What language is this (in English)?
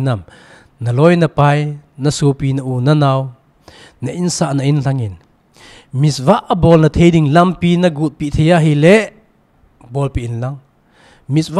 Thado Chin